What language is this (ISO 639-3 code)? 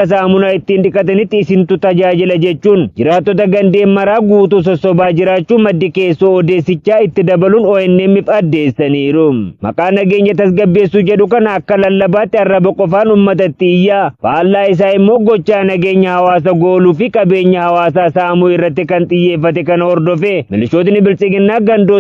orm